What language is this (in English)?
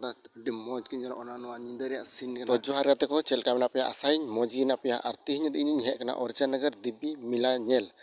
Santali